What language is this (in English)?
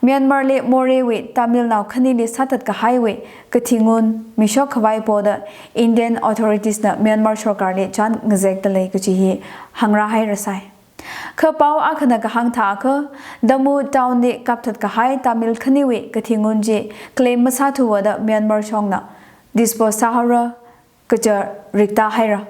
Tangkhul Naga (India)